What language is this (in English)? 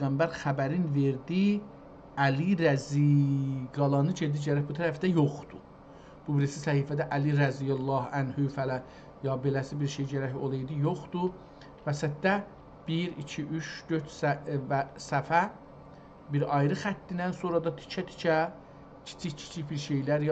South Azerbaijani